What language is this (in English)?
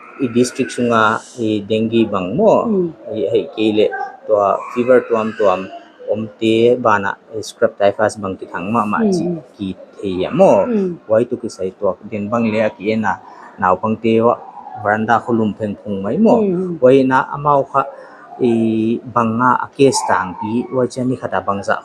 Paite Chin